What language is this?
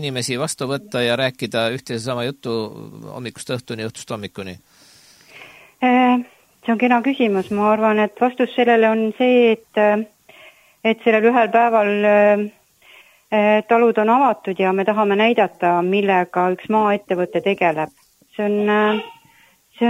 Estonian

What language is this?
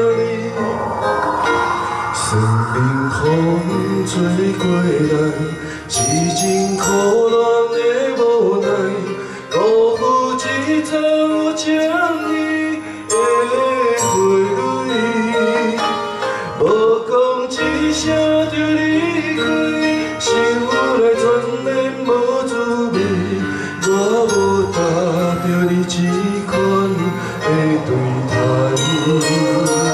Min Nan Chinese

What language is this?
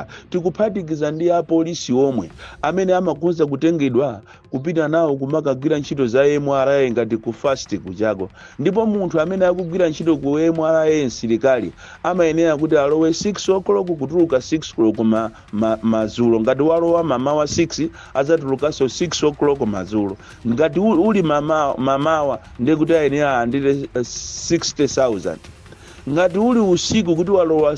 Nyanja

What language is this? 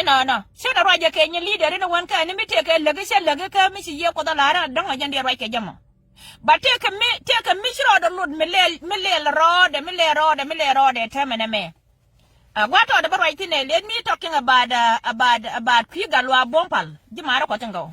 Nuer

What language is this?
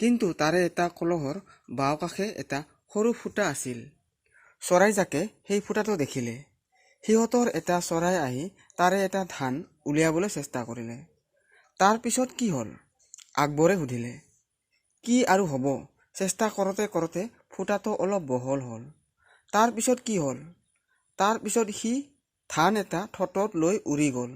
Assamese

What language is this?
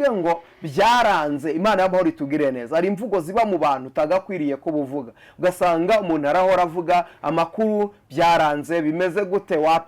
Kinyarwanda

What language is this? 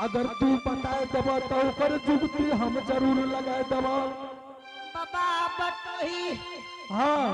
Angika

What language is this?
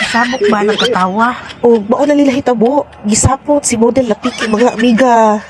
Cebuano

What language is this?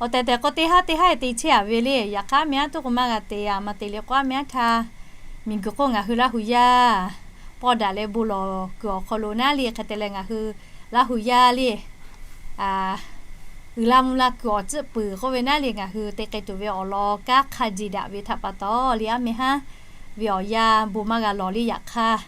Lahu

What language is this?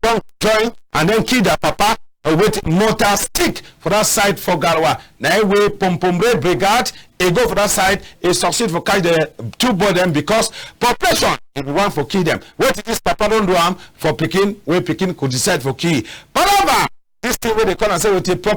Cameroon Pidgin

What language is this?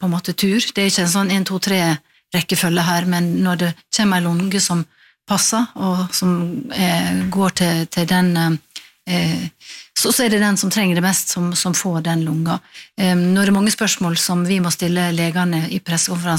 Norwegian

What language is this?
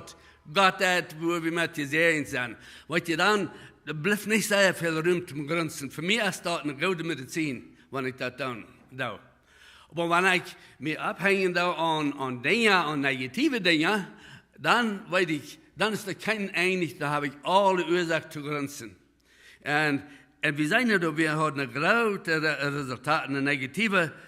Plautdietsch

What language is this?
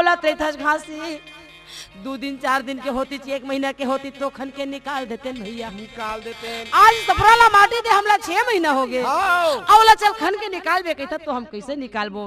Chhattisgarhi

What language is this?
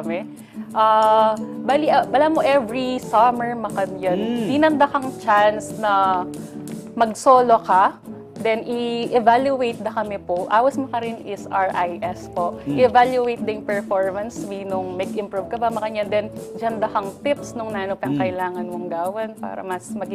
Pampanga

